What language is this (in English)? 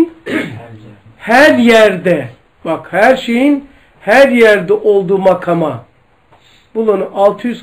Turkish